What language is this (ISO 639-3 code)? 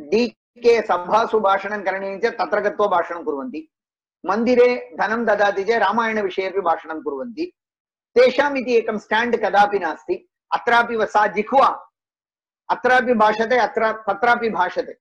san